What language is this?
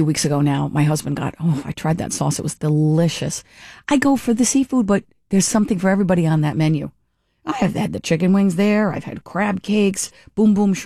English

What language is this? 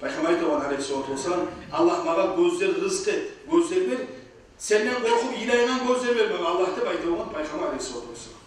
Kumyk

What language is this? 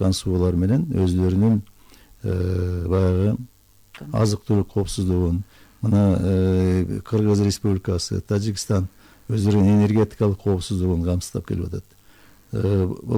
Kyrgyz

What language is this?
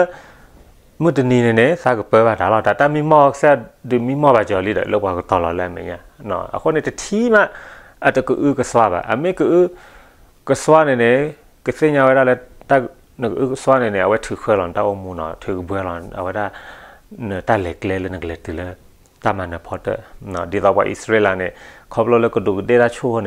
S'gaw Karen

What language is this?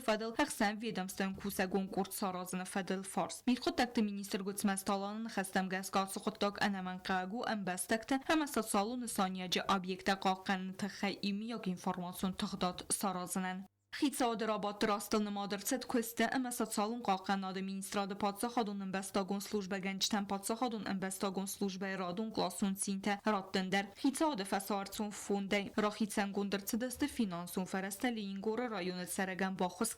Ossetic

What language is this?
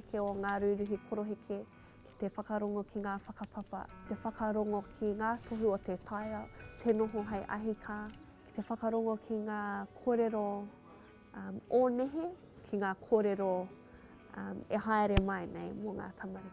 Māori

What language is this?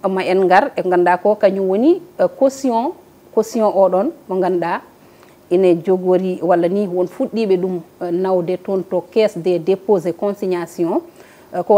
Fula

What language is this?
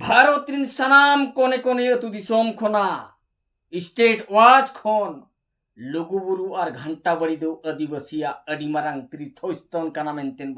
Santali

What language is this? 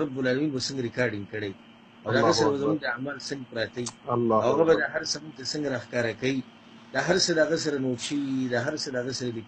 Pashto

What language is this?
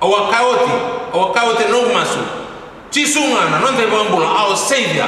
Fijian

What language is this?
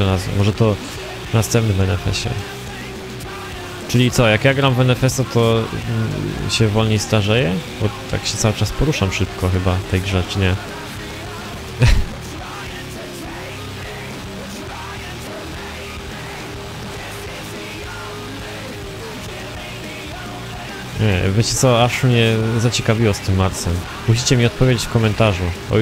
Polish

